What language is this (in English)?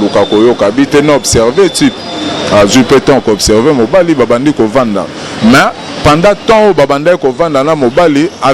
Lingala